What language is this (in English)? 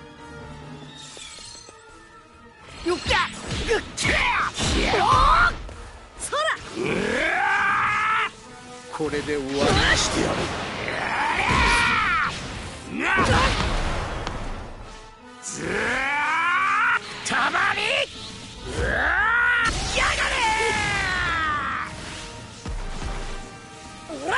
Japanese